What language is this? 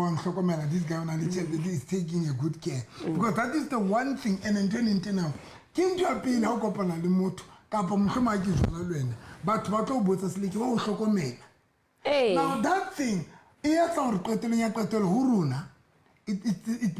Southern Sotho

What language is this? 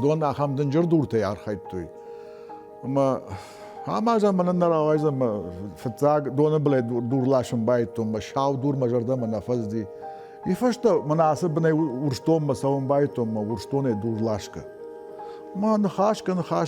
Ossetic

